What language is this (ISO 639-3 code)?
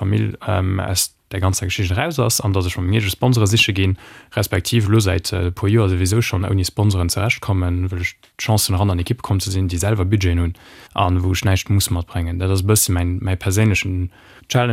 ltz